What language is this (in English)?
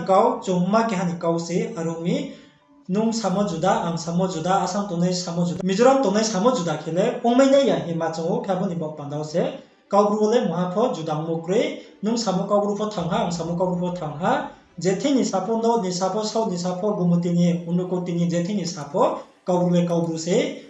Riang (India)